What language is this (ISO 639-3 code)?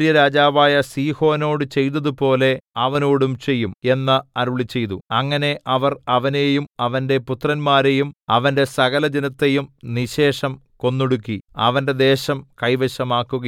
mal